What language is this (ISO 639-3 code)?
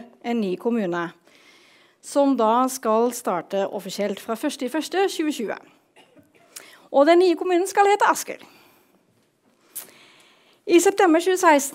nor